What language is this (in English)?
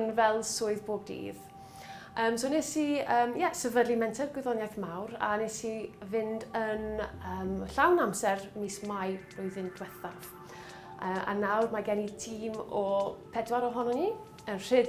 Welsh